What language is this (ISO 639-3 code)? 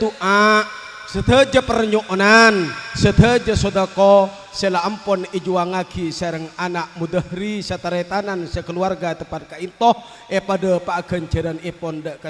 mad